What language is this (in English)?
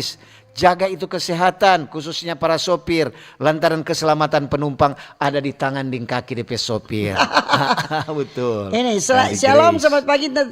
Manado Malay